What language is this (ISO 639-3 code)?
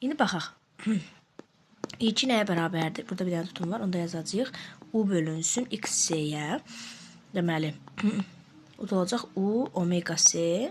aze